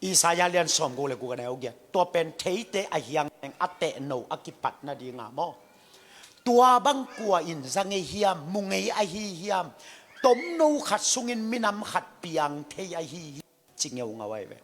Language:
Tedim Chin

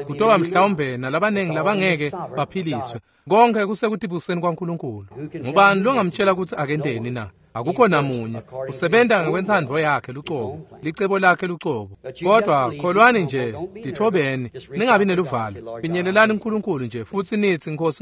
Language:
Swati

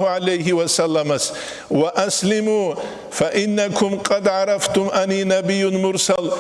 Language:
Avaric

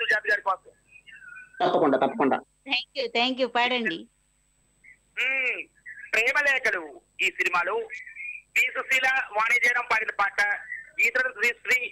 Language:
Telugu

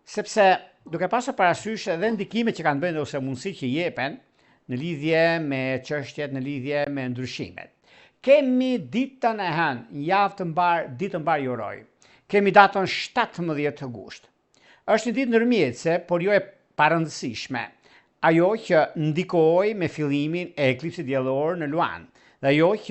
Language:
Albanian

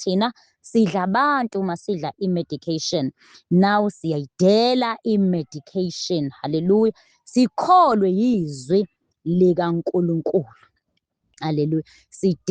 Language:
Zulu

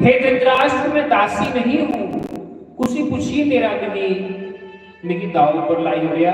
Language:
Dogri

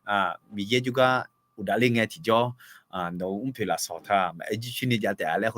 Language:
Akha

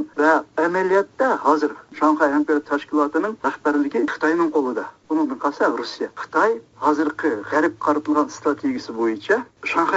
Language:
Uyghur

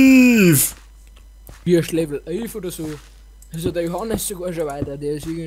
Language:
Bavarian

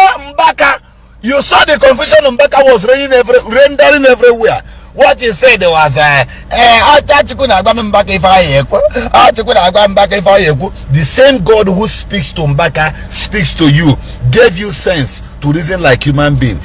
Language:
Igbo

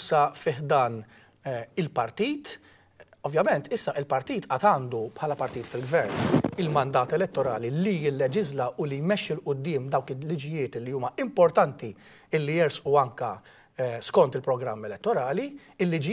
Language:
Maltese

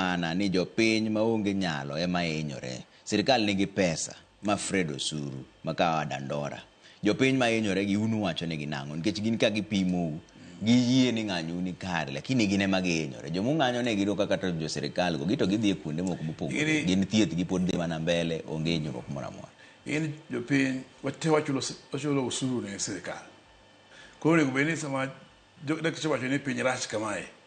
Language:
Luo (Kenya and Tanzania)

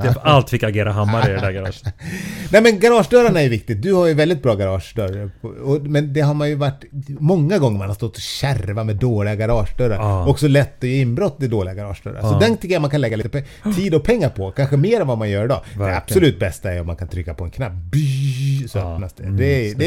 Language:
Swedish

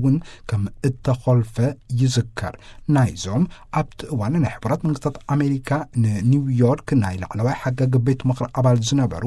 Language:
Tigrinya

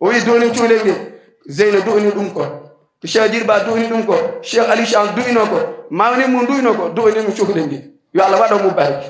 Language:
Fula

